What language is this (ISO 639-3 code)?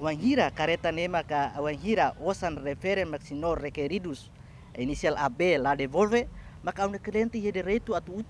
tet